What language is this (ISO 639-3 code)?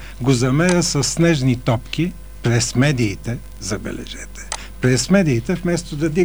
bul